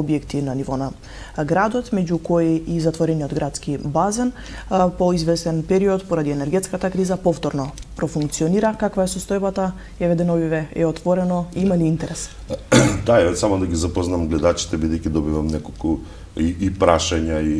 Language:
Macedonian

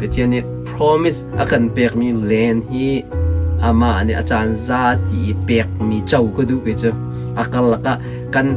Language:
Hakha Chin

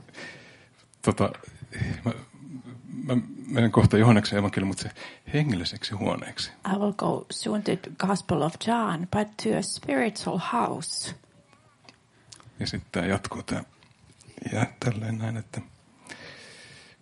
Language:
Finnish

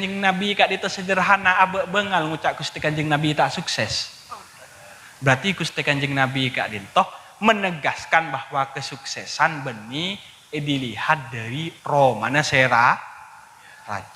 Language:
Madurese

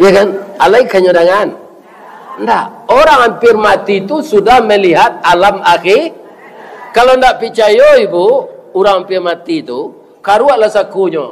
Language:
Minangkabau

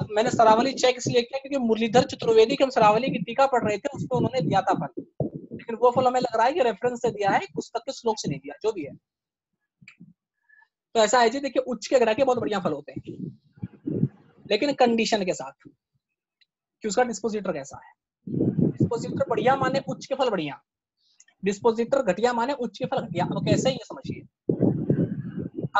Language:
Hindi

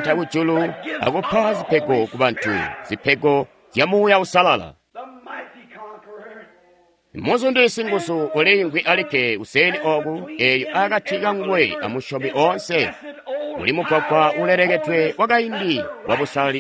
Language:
Tonga (Zambia)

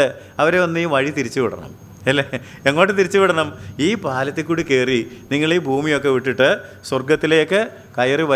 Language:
Malayalam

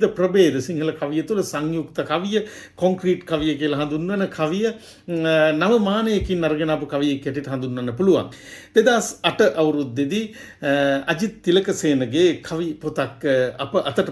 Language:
Sinhala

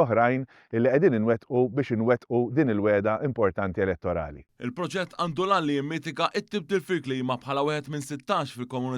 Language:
Maltese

